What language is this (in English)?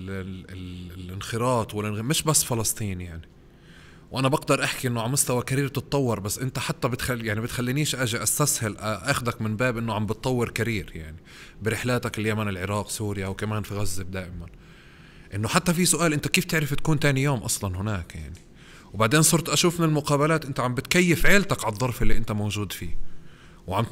North Levantine Arabic